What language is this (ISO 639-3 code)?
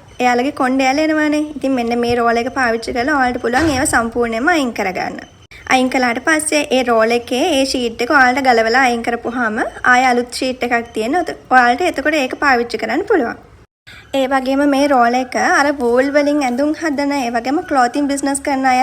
sin